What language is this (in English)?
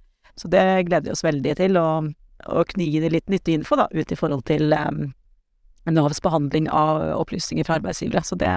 Norwegian